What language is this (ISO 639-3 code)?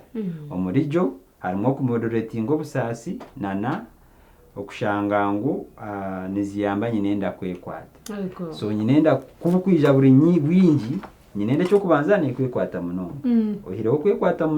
nyn